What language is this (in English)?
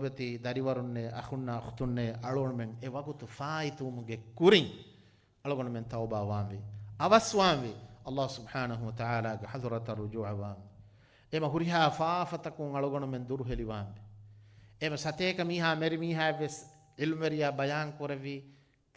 Divehi